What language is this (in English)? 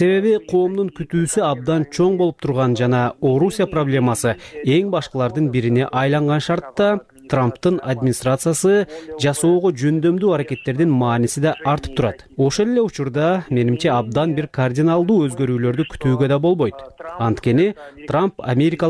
Kyrgyz